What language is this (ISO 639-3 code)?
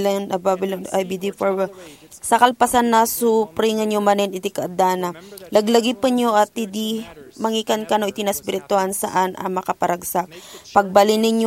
ilo